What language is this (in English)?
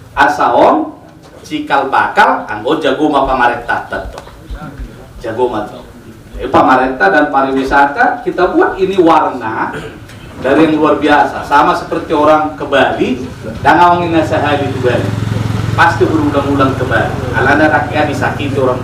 Batak Toba